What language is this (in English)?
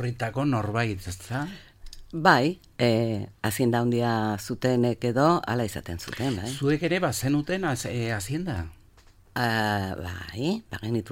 Basque